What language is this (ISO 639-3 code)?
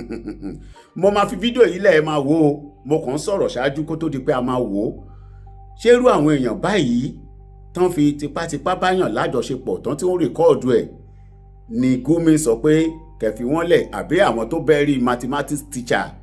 yor